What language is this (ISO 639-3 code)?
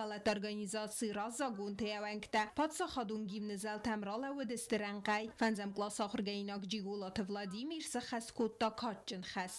oss